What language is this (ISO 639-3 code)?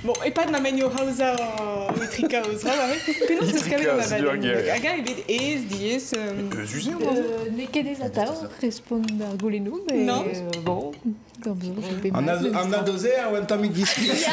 bre